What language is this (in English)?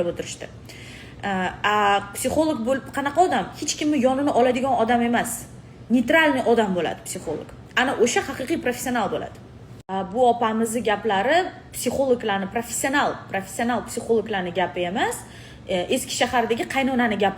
Uzbek